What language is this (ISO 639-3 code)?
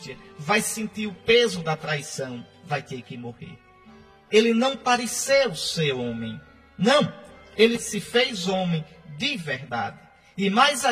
por